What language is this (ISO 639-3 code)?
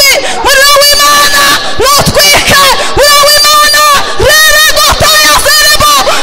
kin